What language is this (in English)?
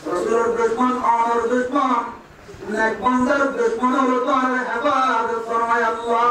Rohingya